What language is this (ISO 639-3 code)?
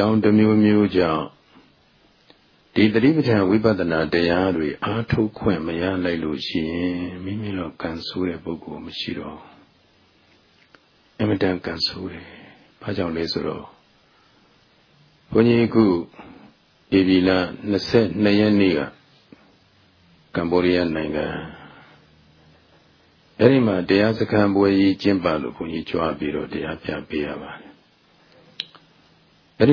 mya